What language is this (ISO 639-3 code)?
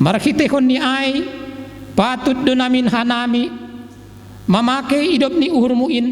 bts